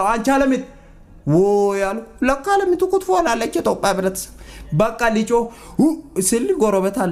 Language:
Amharic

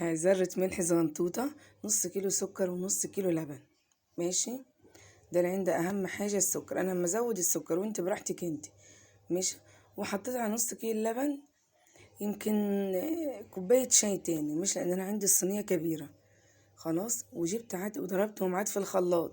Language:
Egyptian Arabic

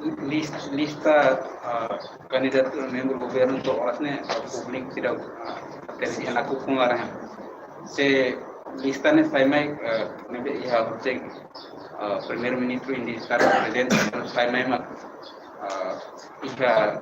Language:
Tetum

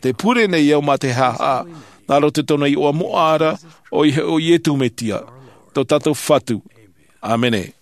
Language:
Tahitian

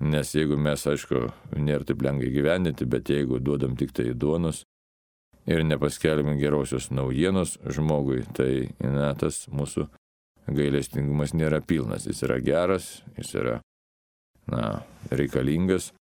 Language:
Lithuanian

